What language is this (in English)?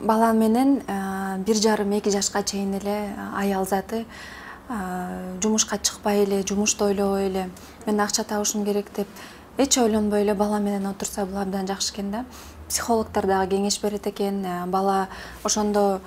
Kyrgyz